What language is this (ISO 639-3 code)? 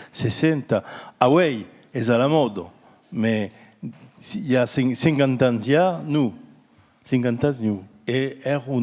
oci